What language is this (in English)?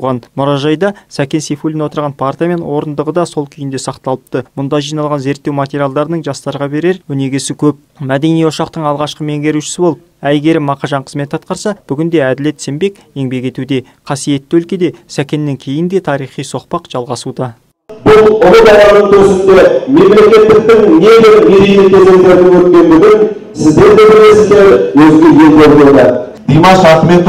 Kazakh